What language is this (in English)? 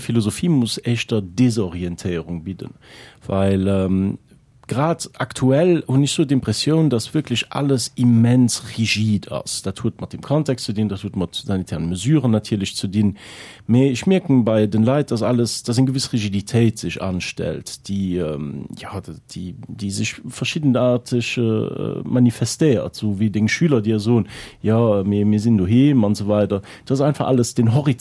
Luxembourgish